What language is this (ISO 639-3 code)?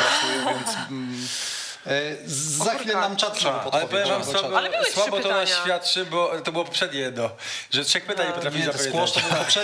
pol